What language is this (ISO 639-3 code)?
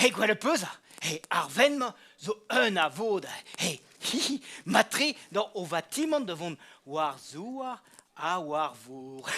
bre